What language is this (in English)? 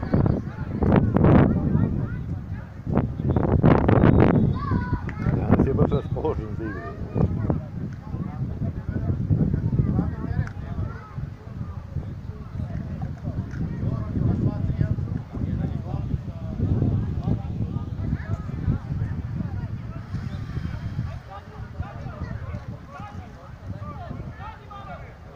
Serbian